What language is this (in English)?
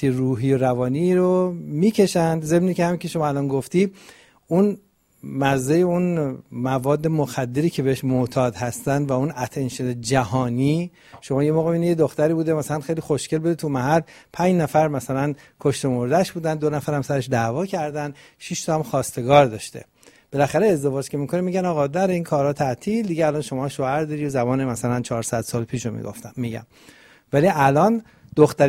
Persian